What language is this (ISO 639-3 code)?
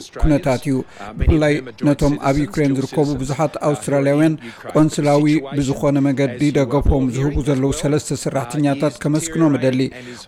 tir